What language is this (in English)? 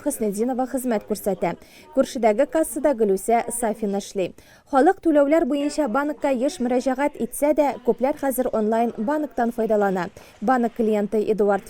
Tatar